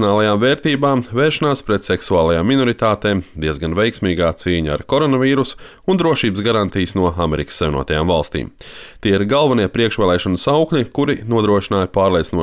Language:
Latvian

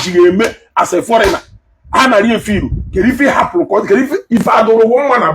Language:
Igbo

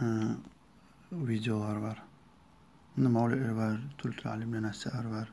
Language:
Kumyk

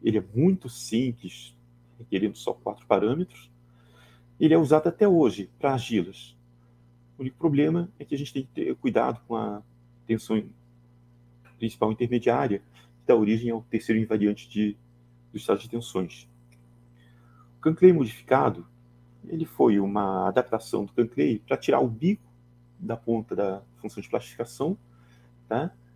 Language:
Portuguese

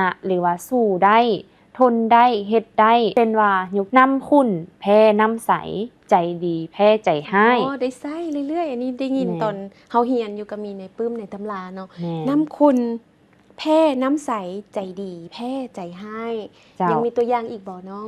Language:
Lao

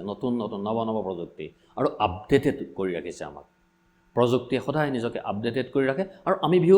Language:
Assamese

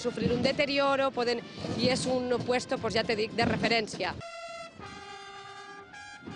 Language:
Catalan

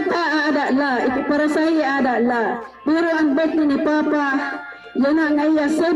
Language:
Waray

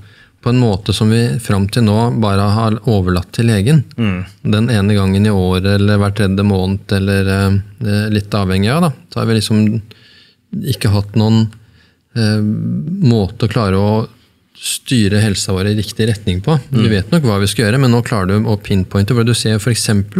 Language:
Norwegian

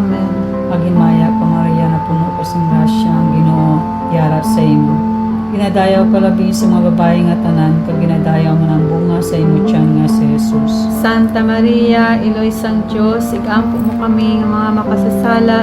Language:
Hiligaynon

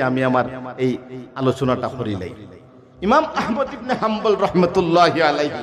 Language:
Sylheti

